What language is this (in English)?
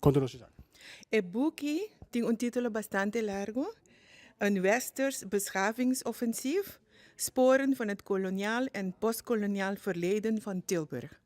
Papiamento